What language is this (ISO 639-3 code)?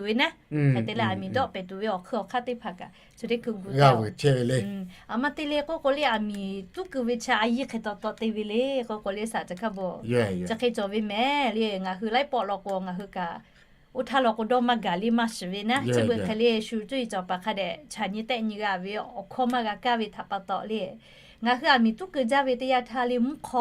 lhu